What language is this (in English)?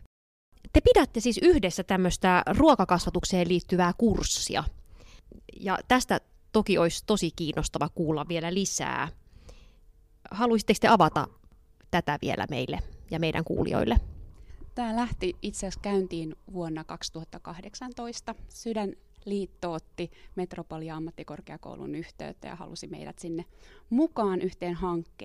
Finnish